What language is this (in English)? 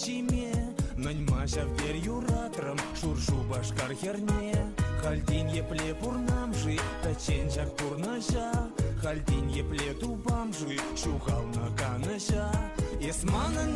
Chuvash